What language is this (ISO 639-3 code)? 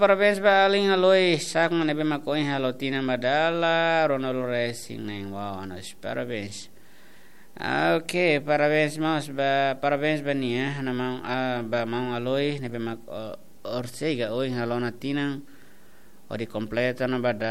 tet